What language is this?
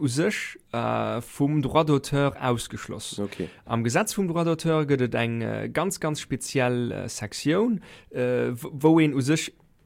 Luxembourgish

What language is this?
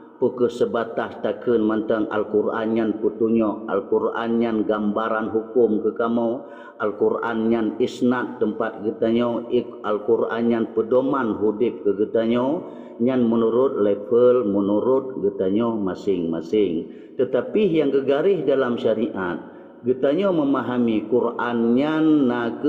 Achinese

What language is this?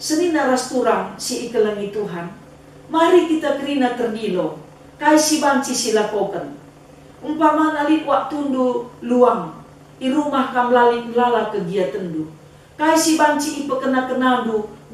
Batak Karo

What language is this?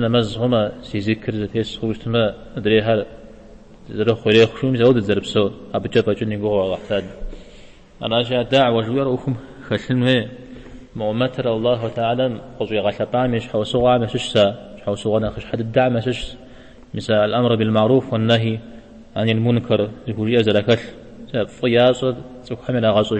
Kabardian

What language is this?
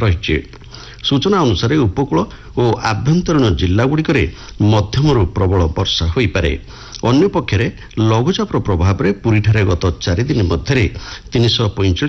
Odia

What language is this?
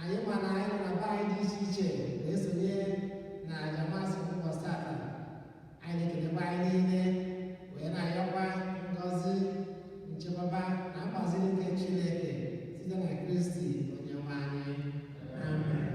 Igbo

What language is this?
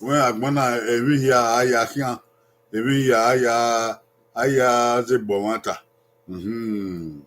Bini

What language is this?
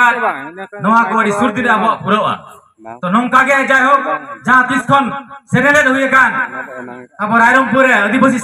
Santali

